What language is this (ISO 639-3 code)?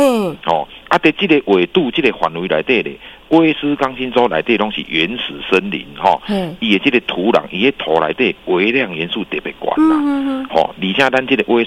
nan